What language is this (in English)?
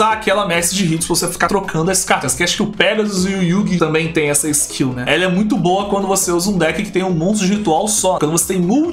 Portuguese